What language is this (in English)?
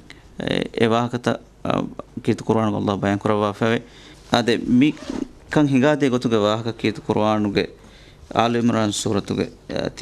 Divehi